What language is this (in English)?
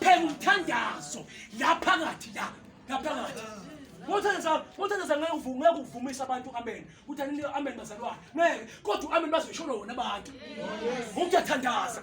Zulu